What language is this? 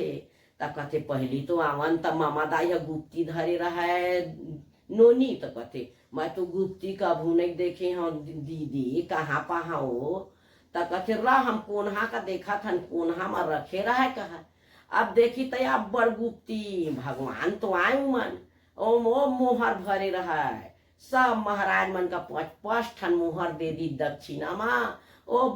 Chhattisgarhi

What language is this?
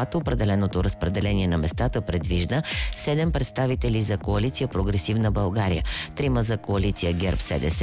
Bulgarian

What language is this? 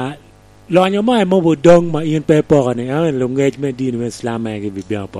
Lango (Uganda)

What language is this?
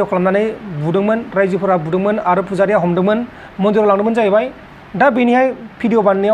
Bodo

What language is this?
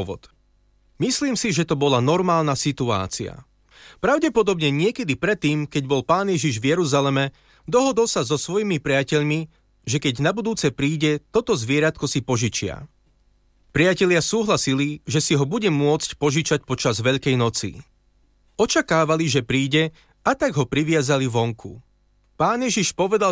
Slovak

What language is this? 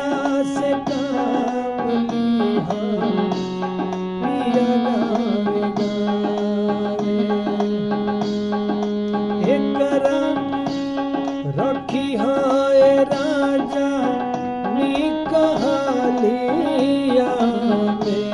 Bhojpuri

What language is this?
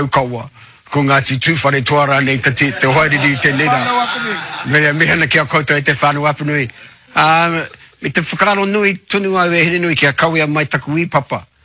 Māori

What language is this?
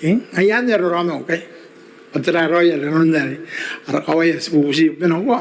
Gilbertese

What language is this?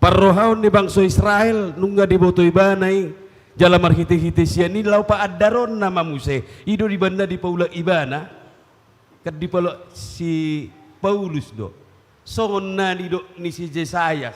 Batak Toba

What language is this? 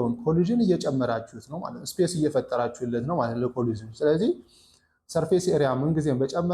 Amharic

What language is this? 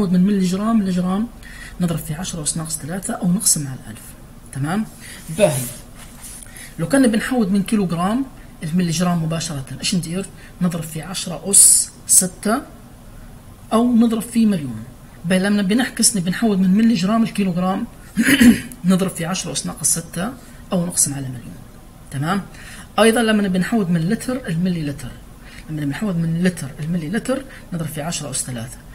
Libyan Arabic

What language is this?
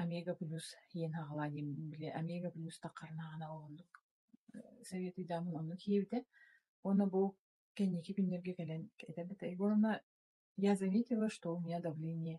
Yakut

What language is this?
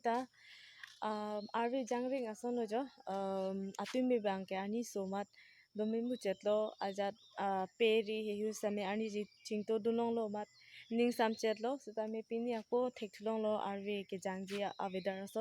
Karbi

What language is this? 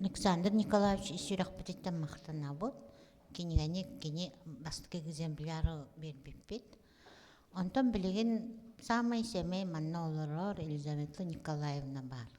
Yakut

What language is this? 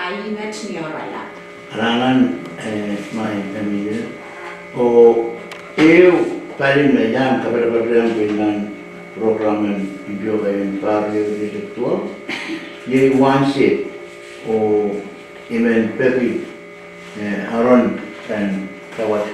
Pohnpeian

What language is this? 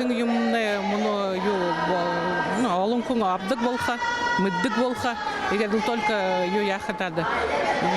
Buriat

